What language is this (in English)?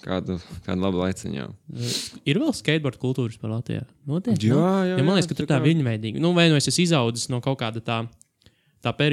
Latvian